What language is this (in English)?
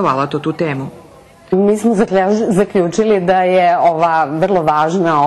Rusyn